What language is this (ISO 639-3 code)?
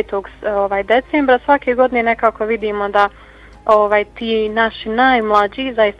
bos